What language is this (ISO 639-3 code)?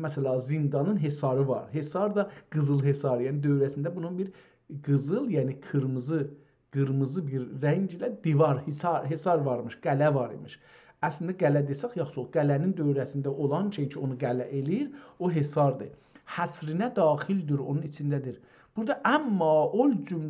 azb